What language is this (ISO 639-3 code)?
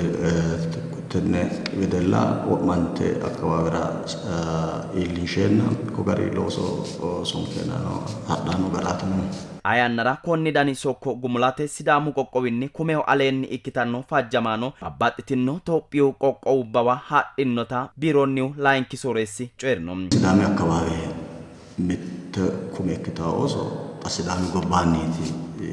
sid